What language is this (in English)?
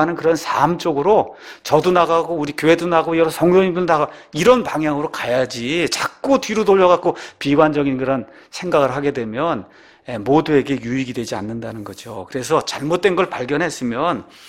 Korean